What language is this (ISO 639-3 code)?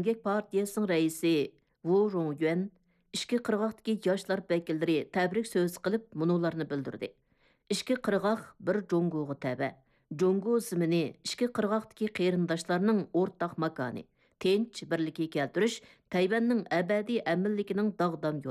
uig